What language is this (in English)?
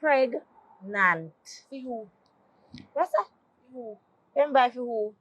Jamaican Creole English